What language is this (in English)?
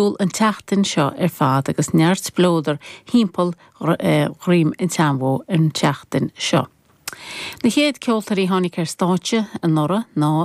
Irish